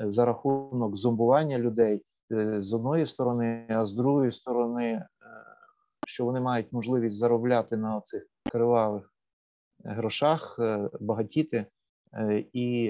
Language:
Ukrainian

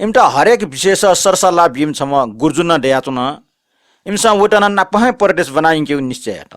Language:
Newari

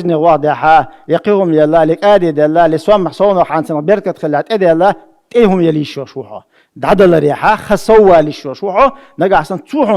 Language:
Chechen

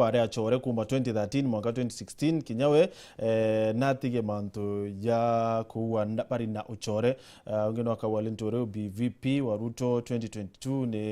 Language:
Meru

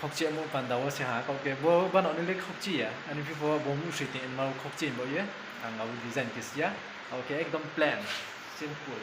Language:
Riang (India)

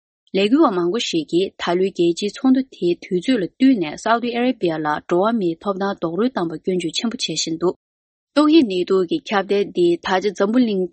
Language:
Tibetan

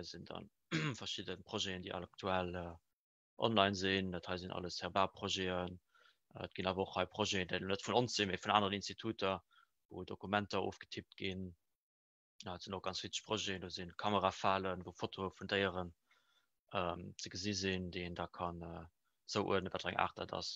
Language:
Luxembourgish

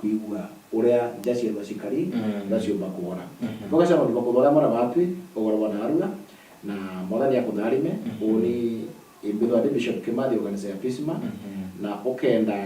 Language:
Meru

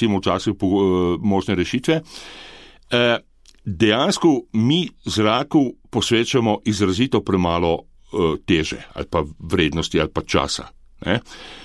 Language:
Slovenian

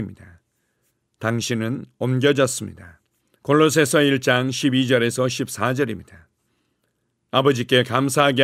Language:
Korean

